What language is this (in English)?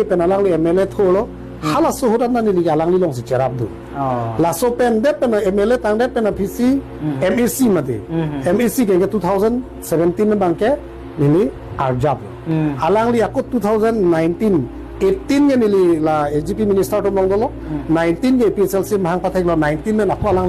Karbi